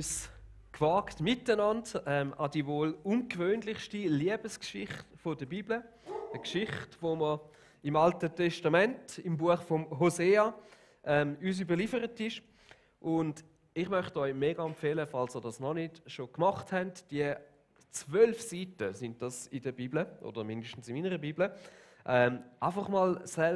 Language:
Swiss German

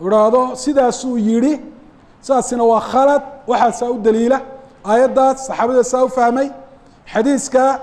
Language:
Somali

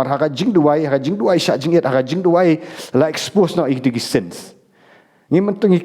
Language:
Khasi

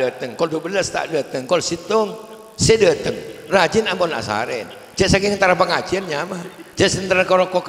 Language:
Madurese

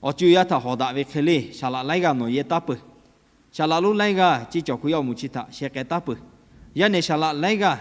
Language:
Lahu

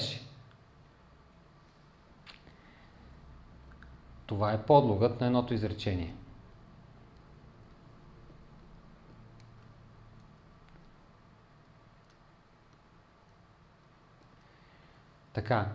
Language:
Bulgarian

